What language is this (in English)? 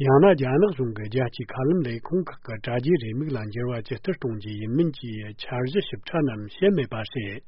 Tibetan